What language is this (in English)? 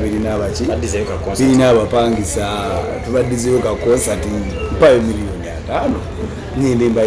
Ganda